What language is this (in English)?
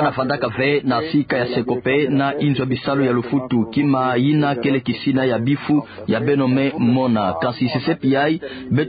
Kituba (Democratic Republic of Congo)